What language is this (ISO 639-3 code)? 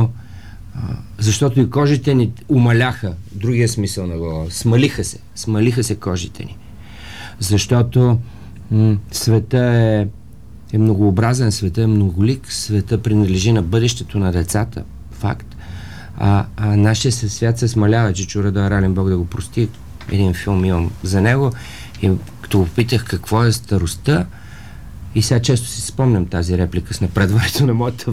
bul